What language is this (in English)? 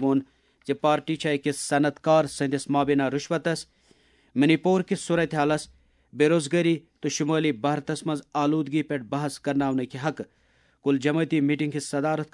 Kashmiri